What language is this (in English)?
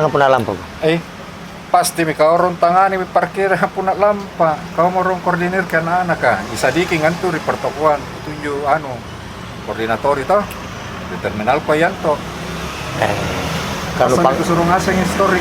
Makassar Malay